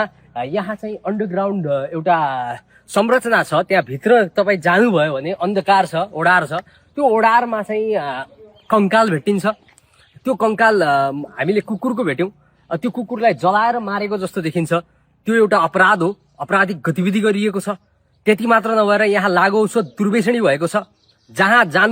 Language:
Nepali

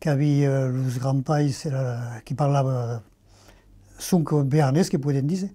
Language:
Occitan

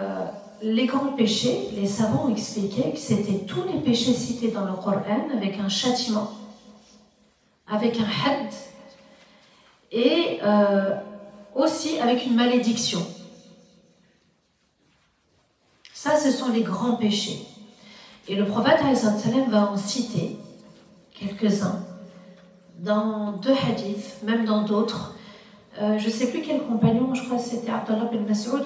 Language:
French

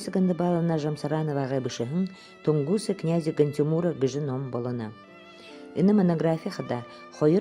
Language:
Buriat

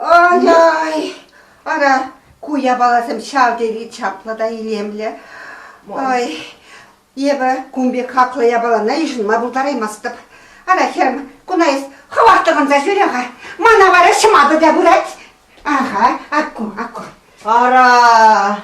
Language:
Chuvash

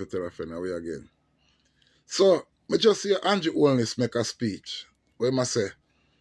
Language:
Jamaican Creole English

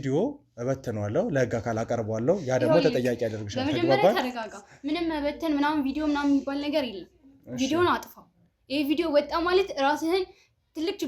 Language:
Amharic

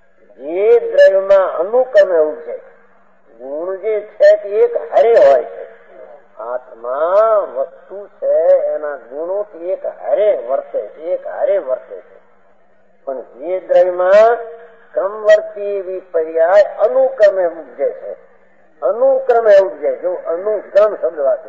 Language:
Gujarati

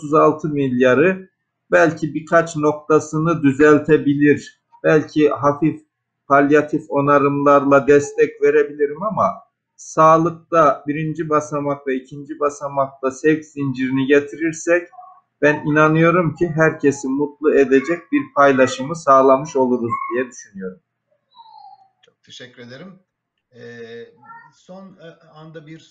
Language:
Turkish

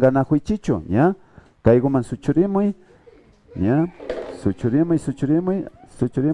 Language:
Imbabura Highland Quichua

